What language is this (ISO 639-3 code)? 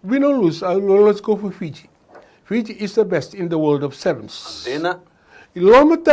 fij